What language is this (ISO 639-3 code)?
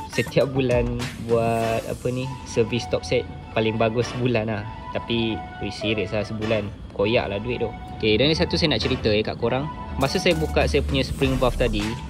msa